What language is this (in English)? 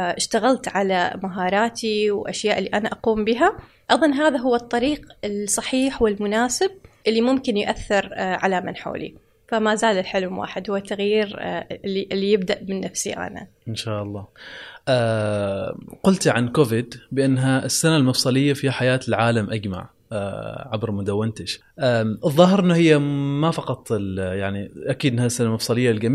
Gulf Arabic